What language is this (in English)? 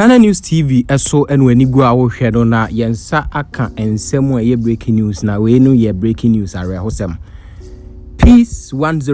Akan